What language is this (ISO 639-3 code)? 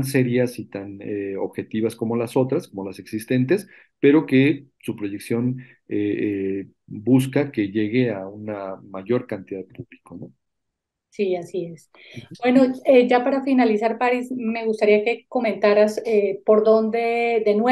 spa